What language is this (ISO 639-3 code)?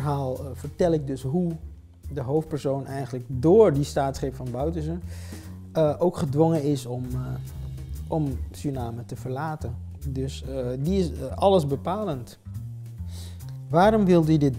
nld